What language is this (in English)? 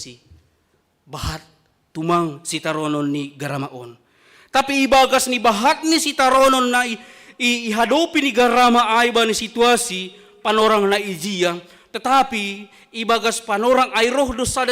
Batak Simalungun